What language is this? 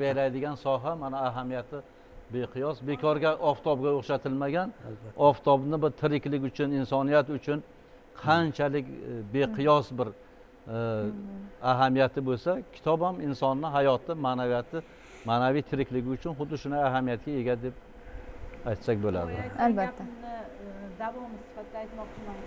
Uzbek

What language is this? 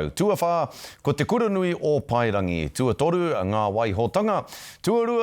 Māori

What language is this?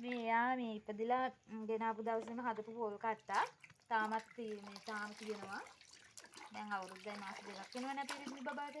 Sinhala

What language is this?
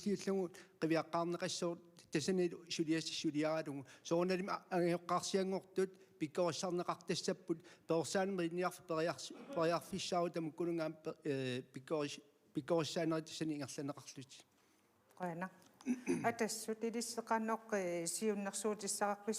Kalaallisut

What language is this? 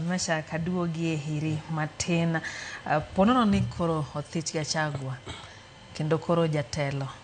Luo (Kenya and Tanzania)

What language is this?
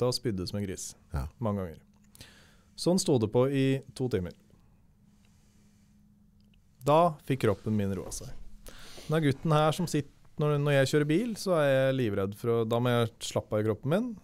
Norwegian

